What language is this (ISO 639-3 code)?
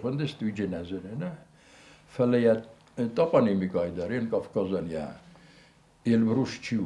oss